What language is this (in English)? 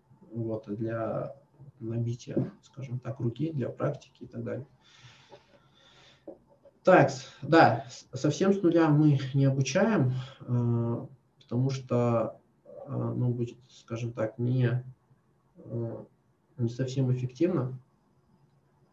Russian